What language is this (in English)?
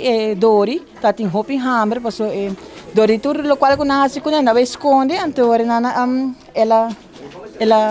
Papiamento